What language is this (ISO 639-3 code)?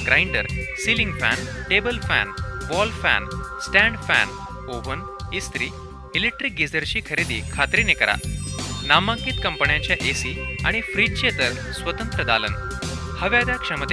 mar